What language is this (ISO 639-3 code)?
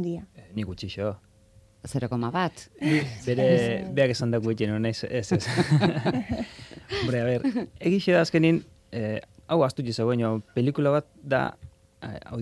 eus